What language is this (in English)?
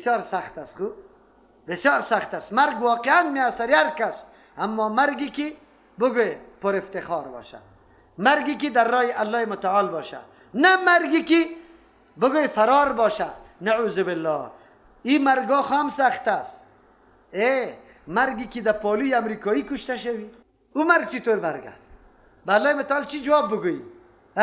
Persian